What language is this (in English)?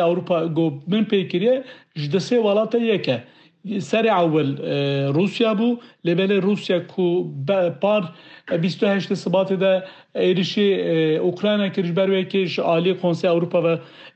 Kurdish